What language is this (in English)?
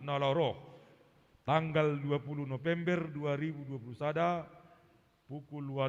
Batak Simalungun